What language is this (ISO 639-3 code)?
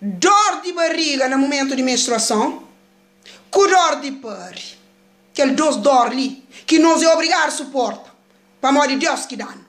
kea